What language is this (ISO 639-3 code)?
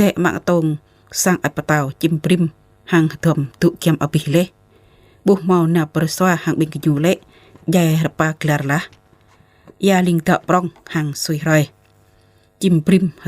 jra